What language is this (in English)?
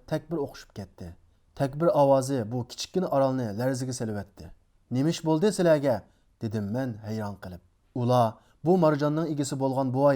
Uyghur